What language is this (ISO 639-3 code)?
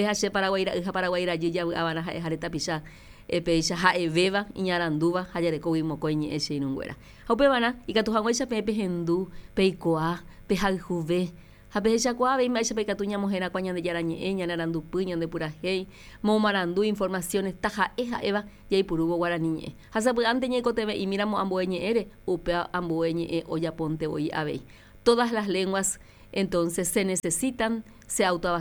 grn